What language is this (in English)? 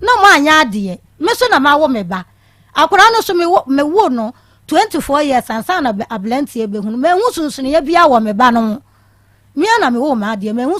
Akan